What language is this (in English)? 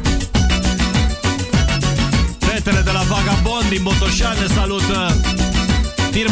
Romanian